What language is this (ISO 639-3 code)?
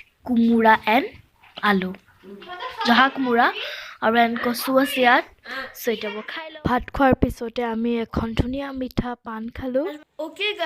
asm